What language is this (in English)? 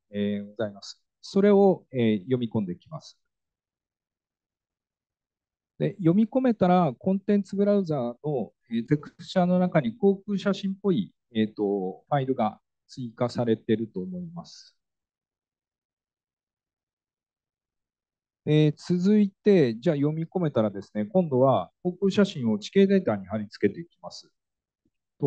Japanese